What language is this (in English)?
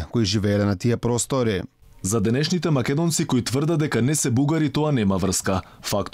Macedonian